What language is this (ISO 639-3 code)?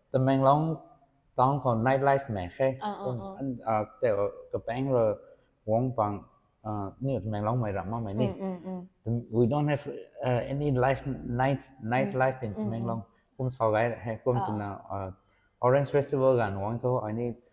nbu